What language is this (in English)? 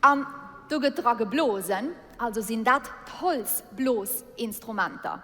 Luxembourgish